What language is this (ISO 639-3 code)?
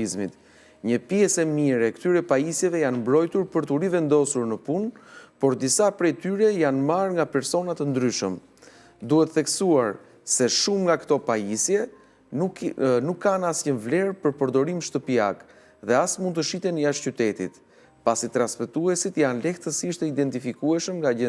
sqi